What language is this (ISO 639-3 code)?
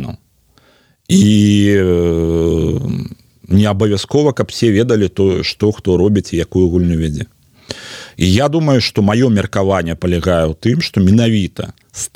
bel